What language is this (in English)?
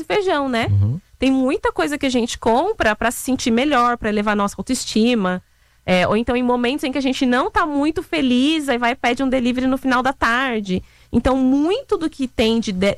Portuguese